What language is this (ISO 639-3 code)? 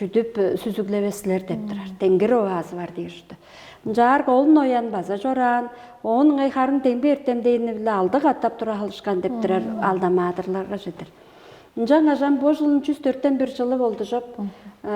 tyv